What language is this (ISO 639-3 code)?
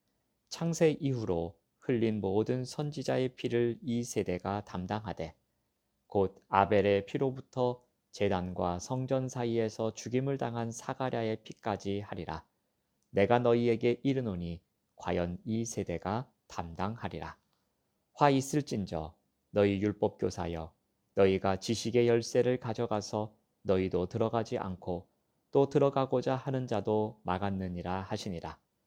kor